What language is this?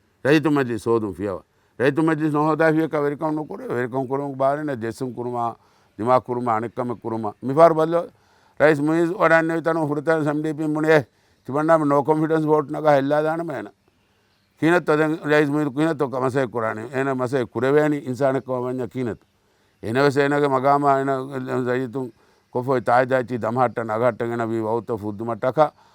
Divehi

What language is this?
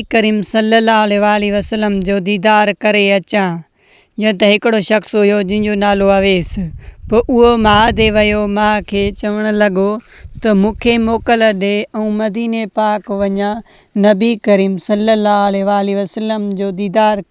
Sindhi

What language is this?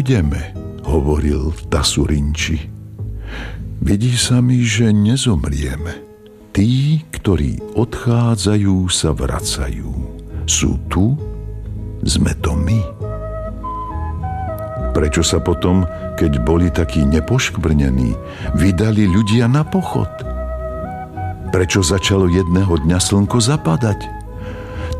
Slovak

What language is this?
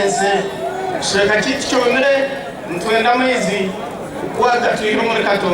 Nyankole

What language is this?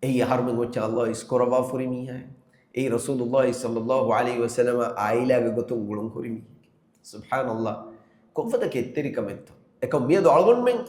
Divehi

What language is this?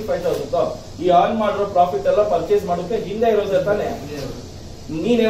Kannada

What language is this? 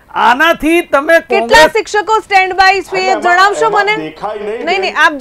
Gujarati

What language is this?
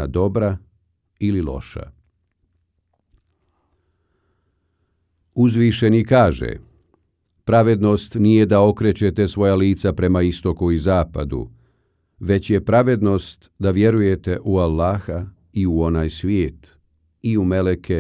Bosnian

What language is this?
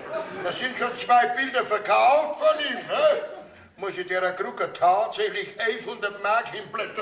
Bavarian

